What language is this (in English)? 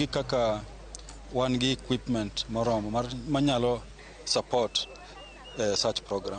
Luo (Kenya and Tanzania)